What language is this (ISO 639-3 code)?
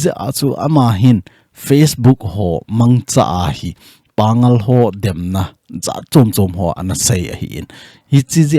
tcz